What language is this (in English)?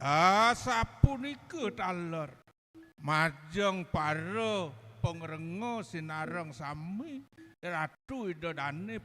Balinese